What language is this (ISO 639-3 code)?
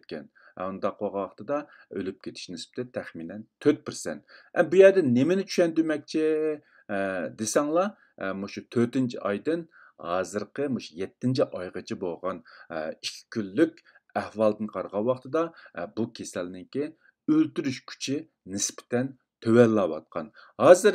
uig